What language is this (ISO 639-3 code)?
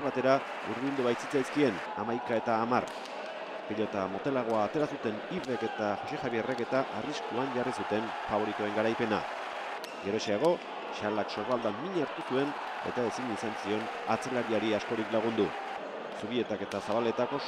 eus